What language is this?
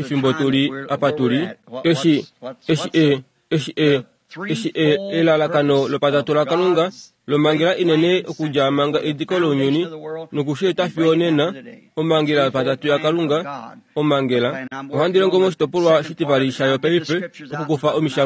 Kuanyama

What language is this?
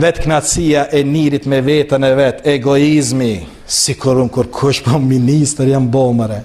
Albanian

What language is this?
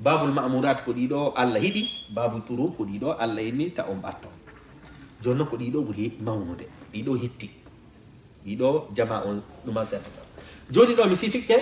Fula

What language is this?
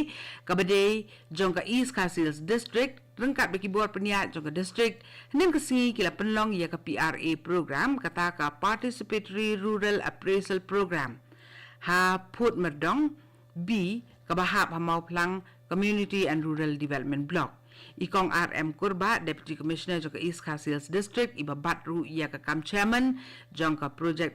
Khasi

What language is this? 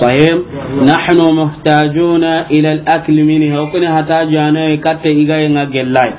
Soninke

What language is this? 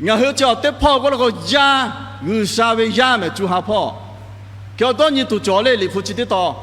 Lahu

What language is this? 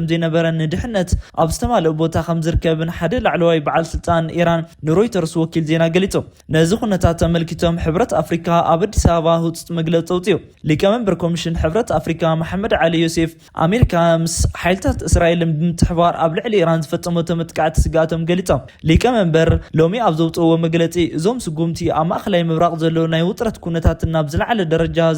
Tigrinya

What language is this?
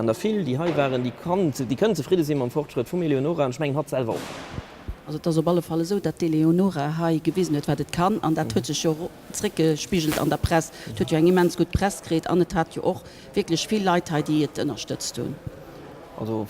Luxembourgish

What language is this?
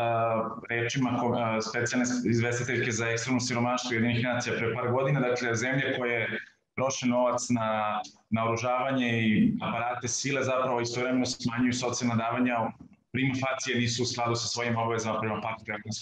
Serbian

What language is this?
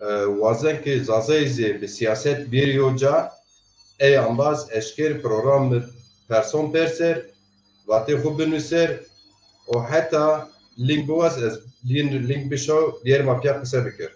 Zaza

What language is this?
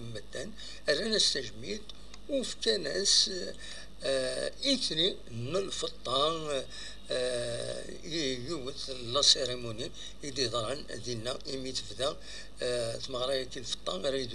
Kabyle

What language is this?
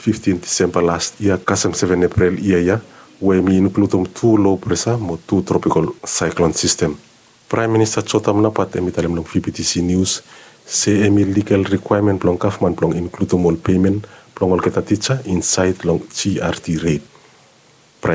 Bislama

